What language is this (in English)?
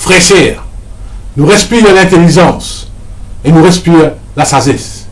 Morisyen